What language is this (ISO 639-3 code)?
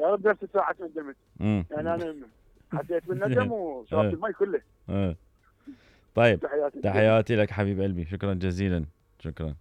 acm